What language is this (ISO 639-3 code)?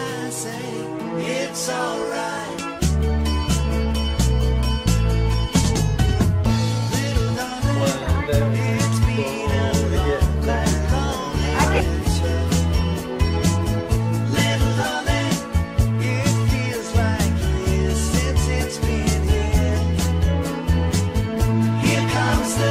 eng